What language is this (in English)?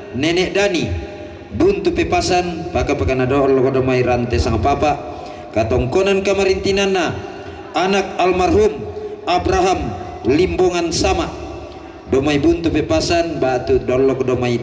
Toraja-Sa'dan